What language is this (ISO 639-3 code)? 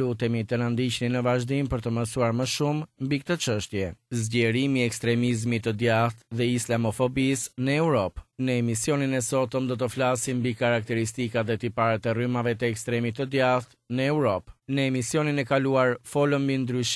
sqi